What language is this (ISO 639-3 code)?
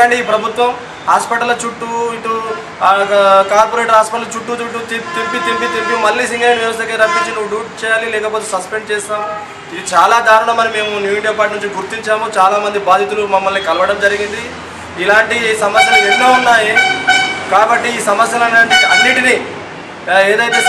tel